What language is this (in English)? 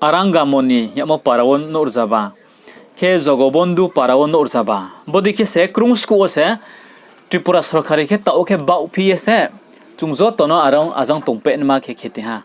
Riang (India)